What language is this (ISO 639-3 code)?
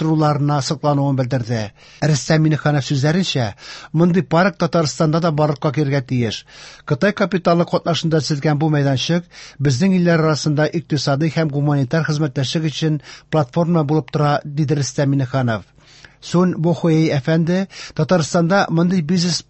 tat